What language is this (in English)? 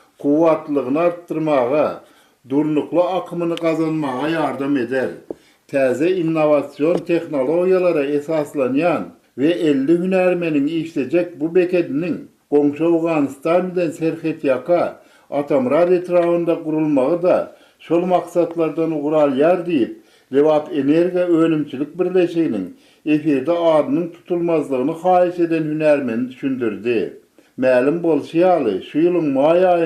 Turkmen